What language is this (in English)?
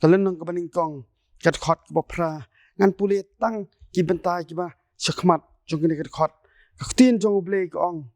Khasi